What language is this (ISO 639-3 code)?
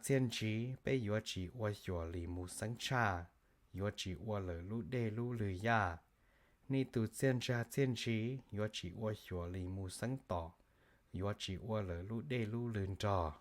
hmn